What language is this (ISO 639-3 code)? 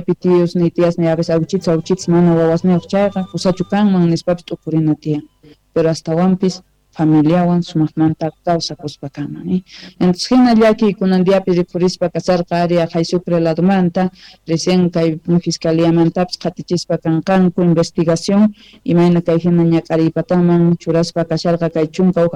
quh